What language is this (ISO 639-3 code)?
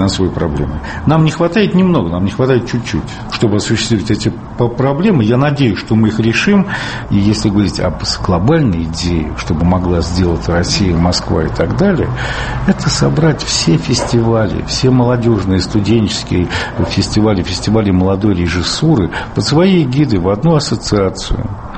rus